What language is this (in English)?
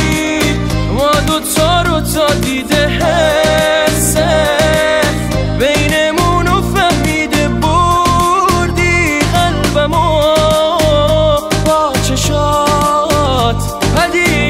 Persian